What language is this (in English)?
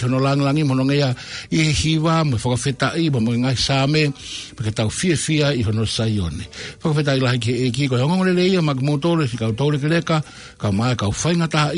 Tongan